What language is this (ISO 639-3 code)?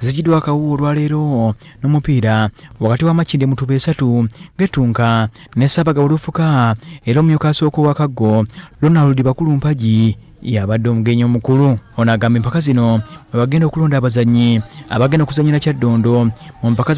lug